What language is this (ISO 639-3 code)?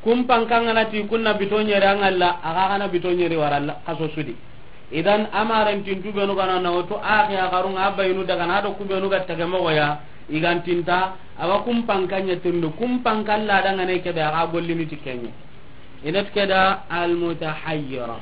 snk